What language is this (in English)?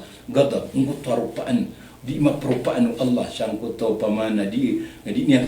Maranao